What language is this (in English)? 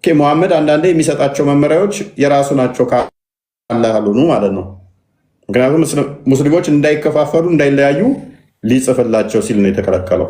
Amharic